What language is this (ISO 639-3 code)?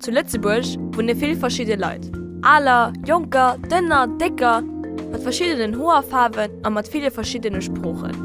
ltz